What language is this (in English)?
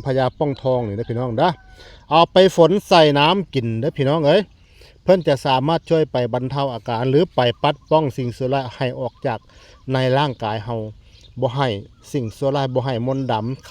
Northeastern Thai